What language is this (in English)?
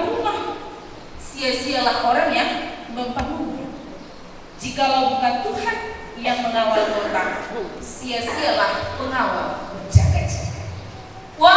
Batak Toba